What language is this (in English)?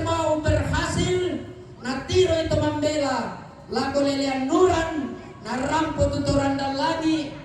Toraja-Sa'dan